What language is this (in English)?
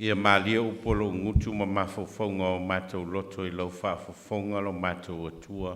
Samoan